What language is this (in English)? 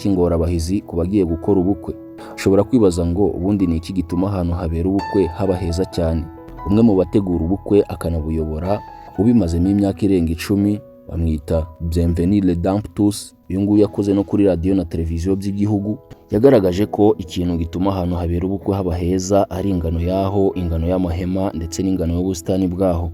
Kinyarwanda